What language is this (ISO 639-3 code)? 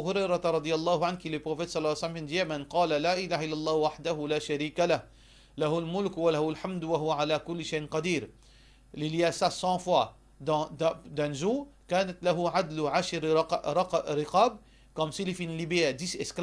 mfe